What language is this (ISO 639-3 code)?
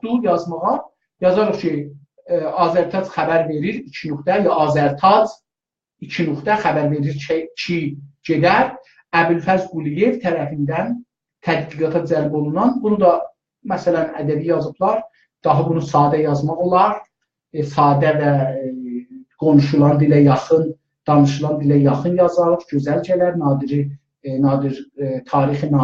azb